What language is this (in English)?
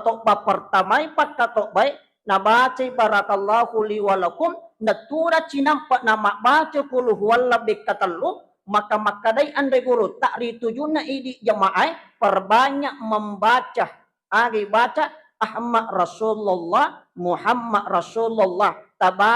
Buginese